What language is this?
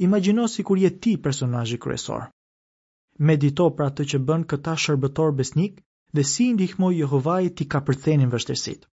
Albanian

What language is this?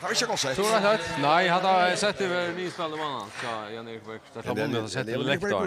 Faroese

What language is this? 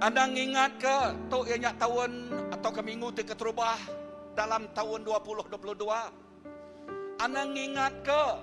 Iban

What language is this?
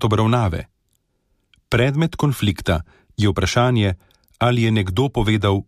Slovenian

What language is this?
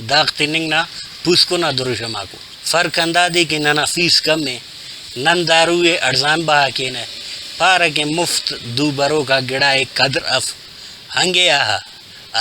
Brahui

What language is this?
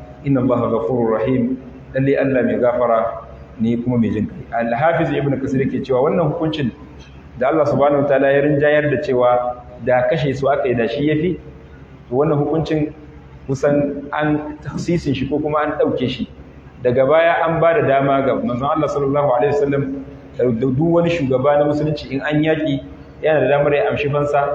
Hausa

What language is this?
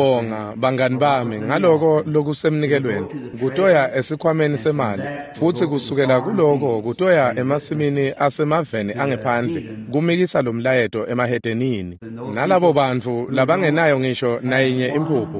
Swati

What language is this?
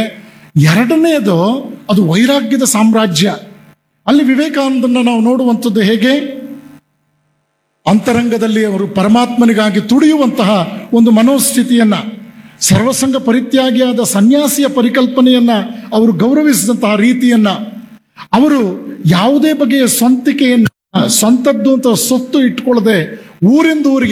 Kannada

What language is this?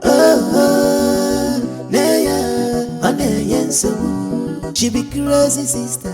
Nigerian Pidgin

